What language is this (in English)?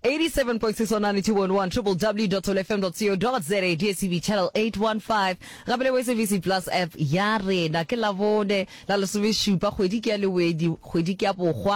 Northern Sotho